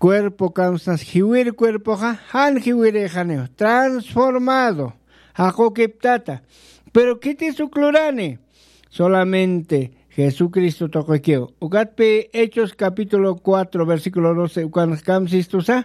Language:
Aymara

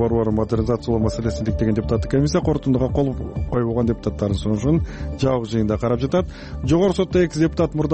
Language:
Kyrgyz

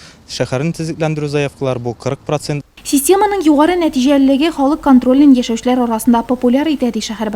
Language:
Tatar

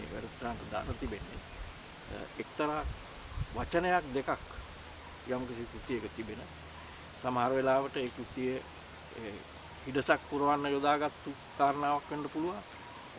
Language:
Sinhala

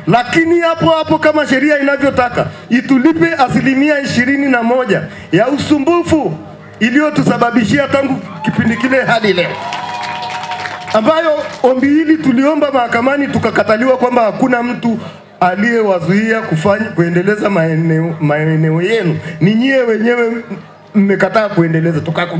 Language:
Swahili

